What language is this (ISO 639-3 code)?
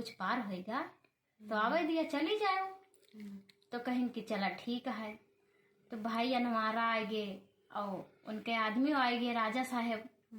awa